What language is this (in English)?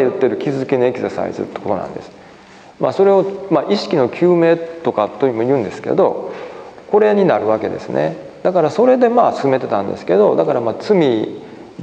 Japanese